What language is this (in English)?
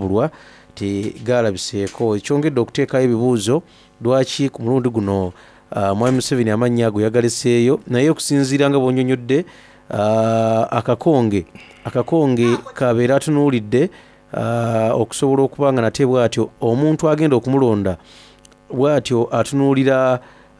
Soga